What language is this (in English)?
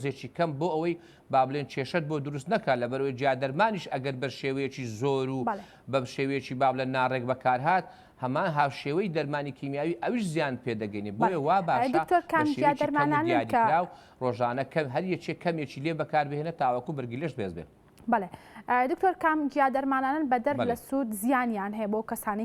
Central Kurdish